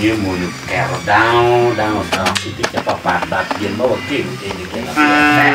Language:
Acoli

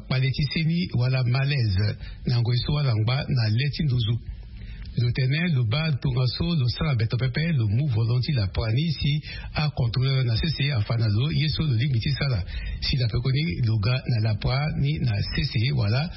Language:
Sango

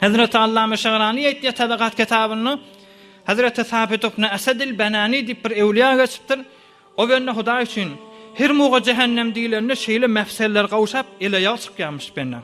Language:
Turkmen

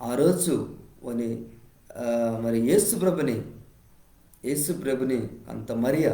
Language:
Koya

